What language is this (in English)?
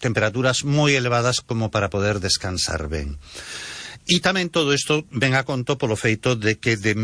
Galician